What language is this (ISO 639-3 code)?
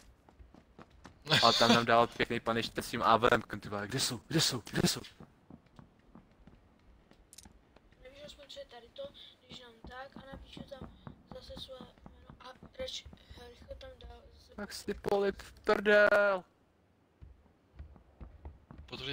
ces